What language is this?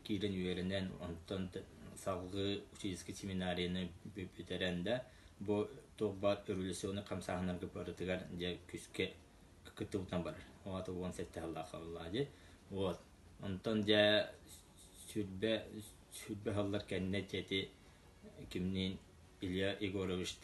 Yakut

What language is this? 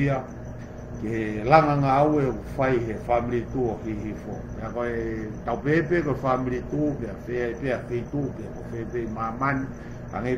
Tongan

